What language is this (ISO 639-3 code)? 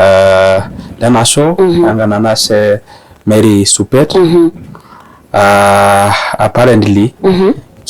mas